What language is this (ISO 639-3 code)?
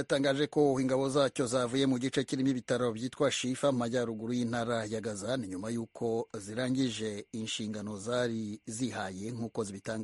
kin